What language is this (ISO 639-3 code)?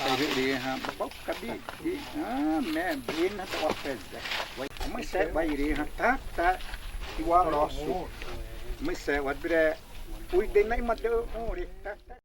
xav